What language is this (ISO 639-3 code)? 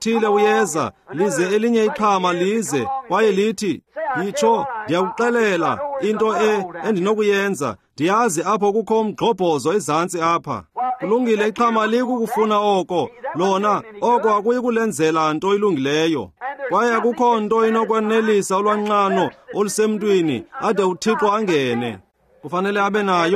xho